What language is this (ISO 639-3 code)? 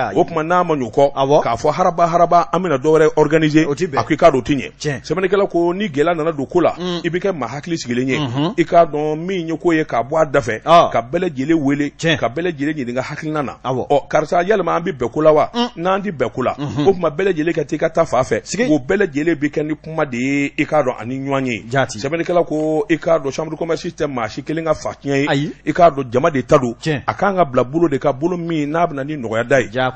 bam